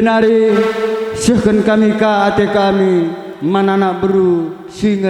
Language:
Batak Karo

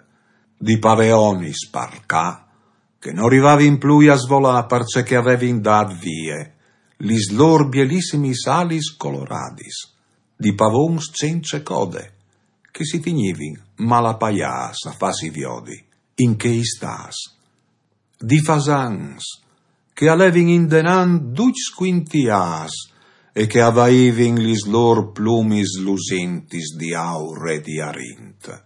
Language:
Friulian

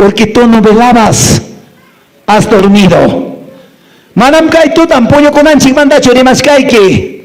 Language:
Quechua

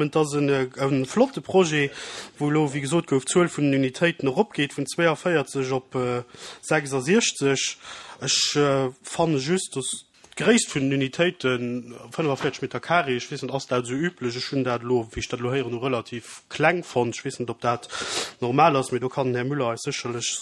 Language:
Luxembourgish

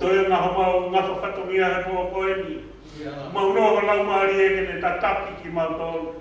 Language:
Tongan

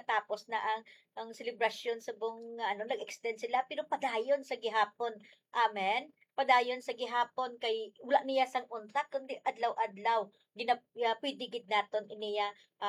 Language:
Hiligaynon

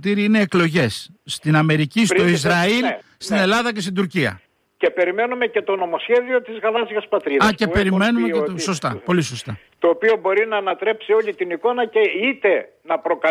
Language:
Greek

